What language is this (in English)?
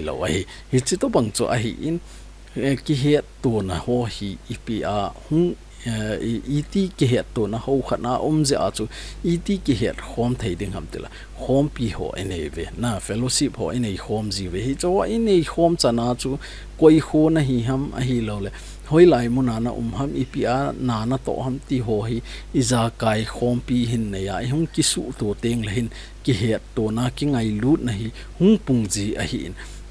Thado Chin